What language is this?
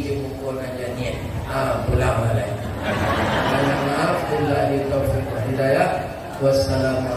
Minangkabau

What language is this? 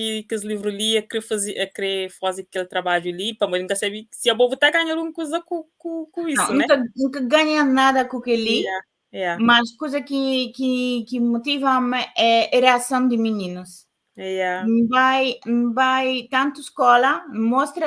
Kabuverdianu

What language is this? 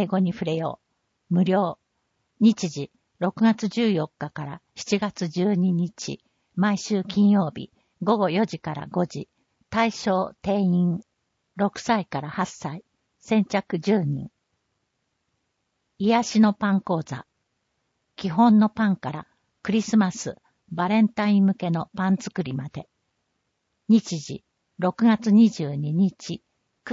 Japanese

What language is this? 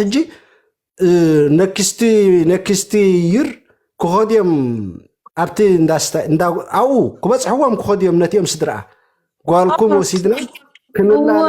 Tigrinya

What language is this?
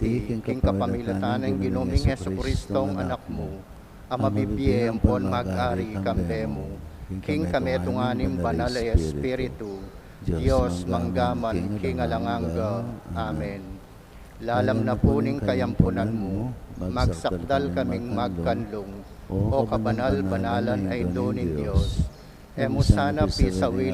Pampanga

